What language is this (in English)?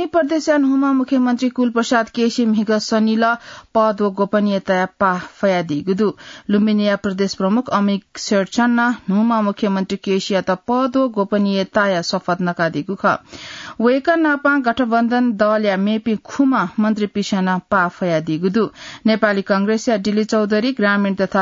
Newari